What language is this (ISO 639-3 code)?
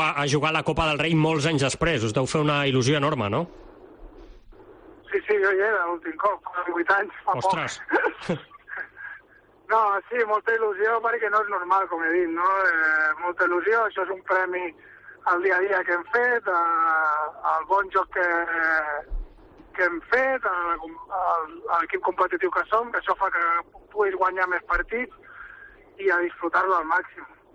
cat